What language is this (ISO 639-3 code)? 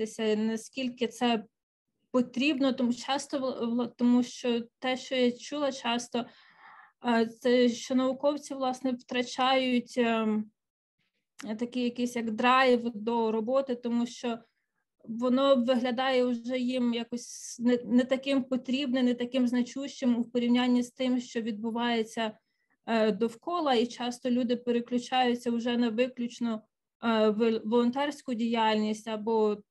ukr